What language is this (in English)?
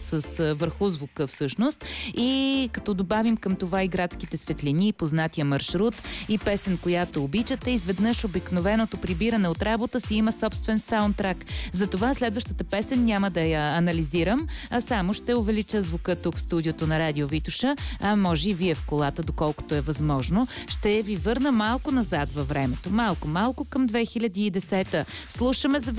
Bulgarian